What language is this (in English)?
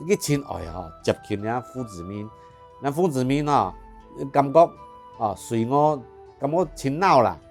Hakka Chinese